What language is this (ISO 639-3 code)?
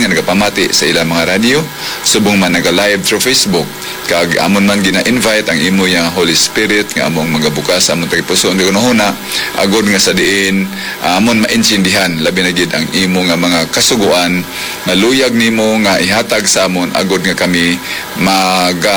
hil